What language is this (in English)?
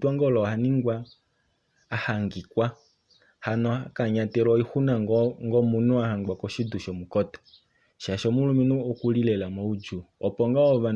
Kuanyama